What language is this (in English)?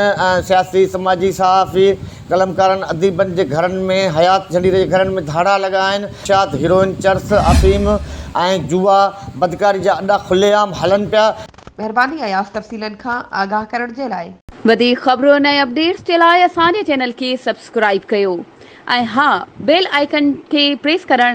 Sindhi